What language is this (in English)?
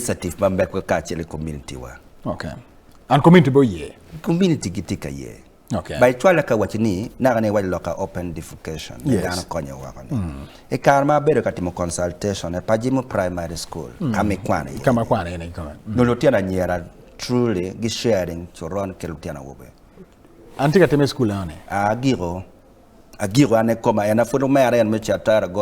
Acoli